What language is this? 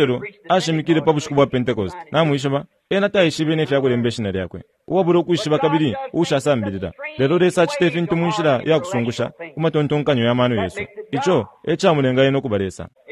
Bemba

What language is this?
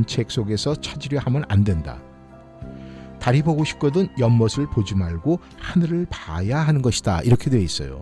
Korean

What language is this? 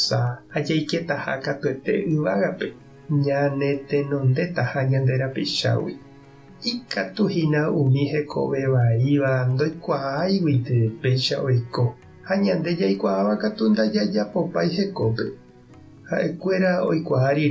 Guarani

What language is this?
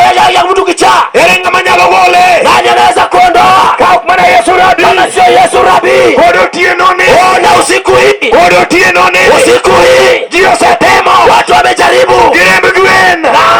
Luo (Kenya and Tanzania)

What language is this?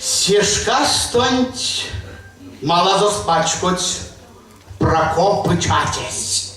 Erzya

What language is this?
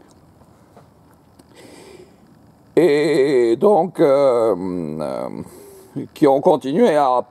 French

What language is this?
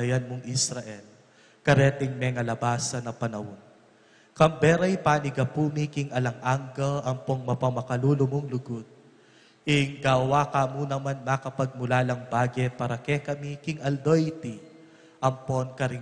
Pampanga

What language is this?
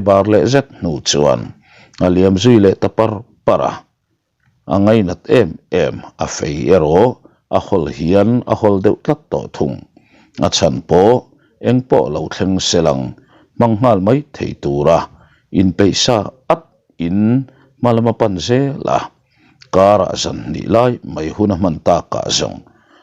Mizo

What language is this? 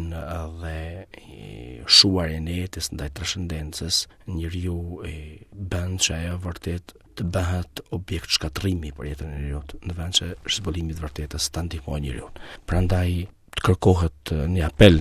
Albanian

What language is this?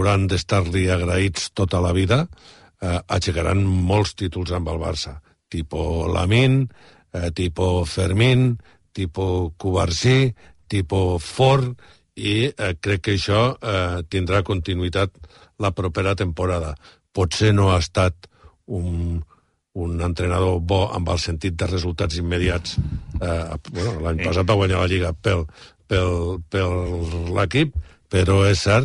Catalan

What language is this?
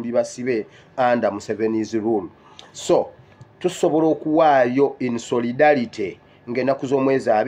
Ganda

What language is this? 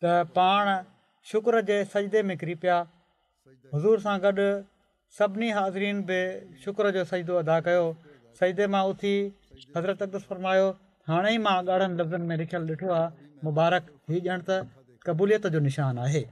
Sindhi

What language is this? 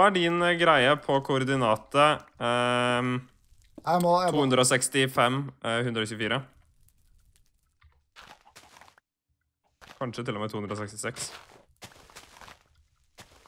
Norwegian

